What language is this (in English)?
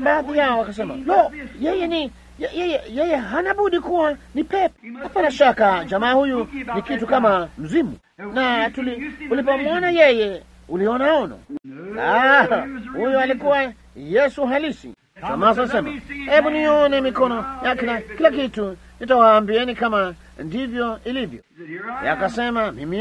Swahili